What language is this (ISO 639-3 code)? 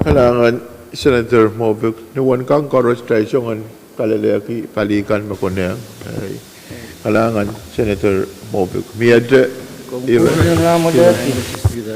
pon